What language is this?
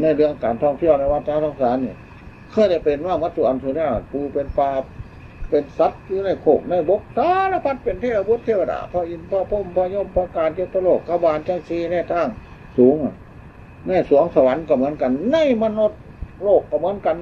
Northeastern Thai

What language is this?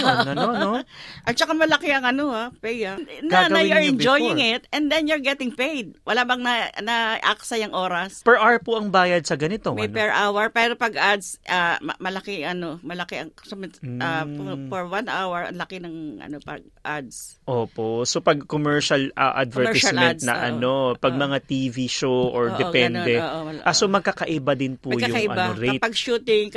Filipino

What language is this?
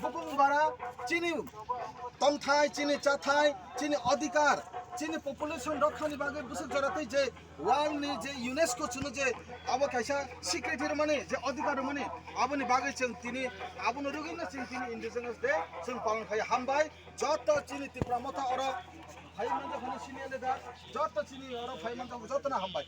Kok Borok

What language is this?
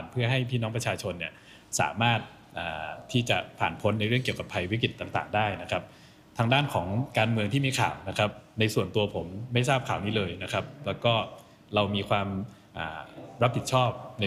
Thai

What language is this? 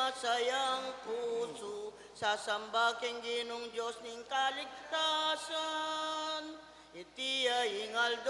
Pampanga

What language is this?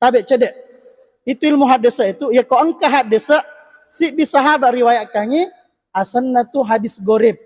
Buginese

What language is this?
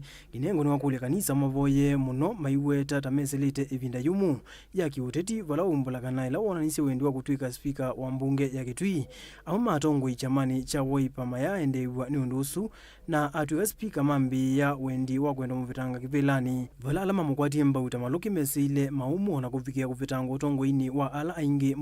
Kamba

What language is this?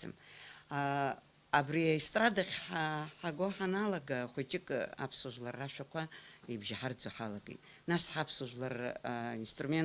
Abkhazian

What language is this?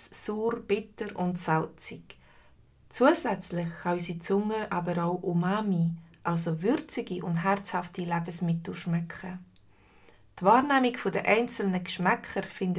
Swiss German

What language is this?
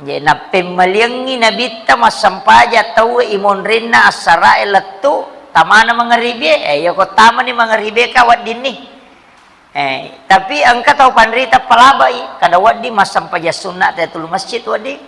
Buginese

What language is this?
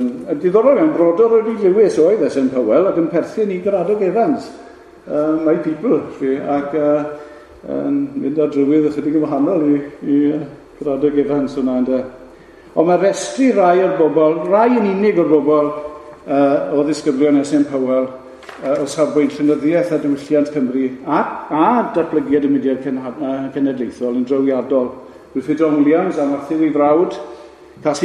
Welsh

